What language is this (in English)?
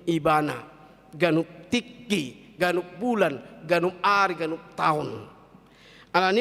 Batak Toba